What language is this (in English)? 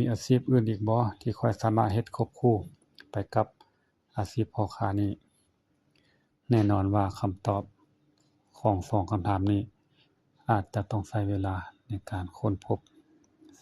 Lao